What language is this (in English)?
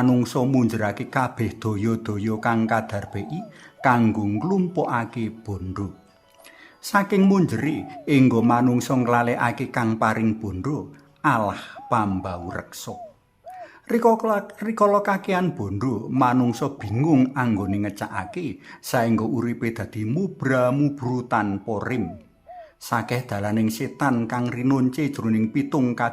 Javanese